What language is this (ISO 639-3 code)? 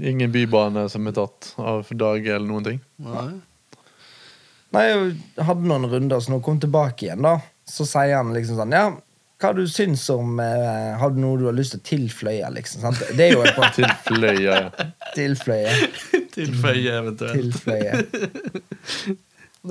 nor